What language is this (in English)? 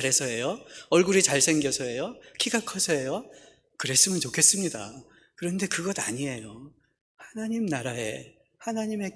Korean